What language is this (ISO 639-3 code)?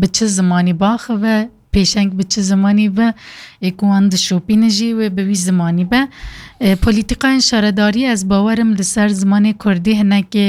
kur